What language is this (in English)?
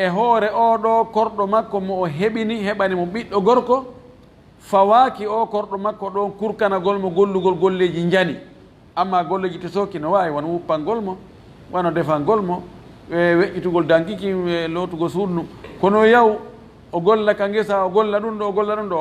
Fula